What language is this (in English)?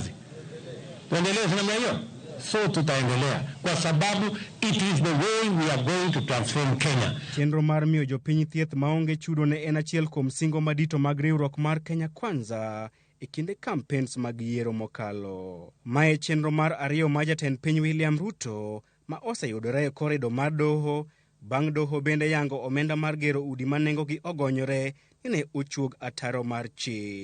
Luo (Kenya and Tanzania)